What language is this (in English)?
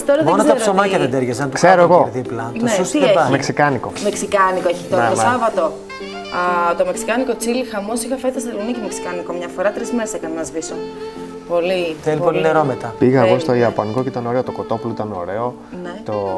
Greek